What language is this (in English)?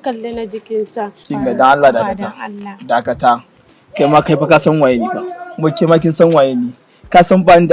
Hausa